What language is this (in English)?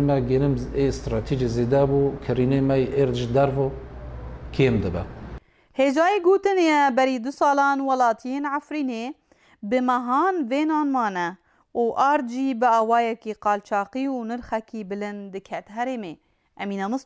Kurdish